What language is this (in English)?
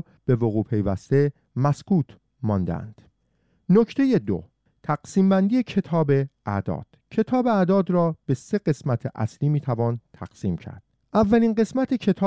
Persian